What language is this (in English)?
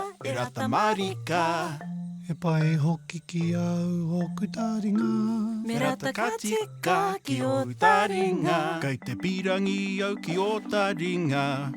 Māori